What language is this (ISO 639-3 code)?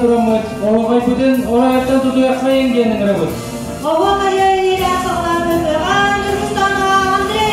sah